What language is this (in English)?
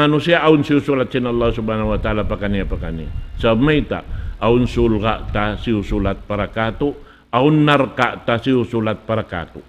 Tausug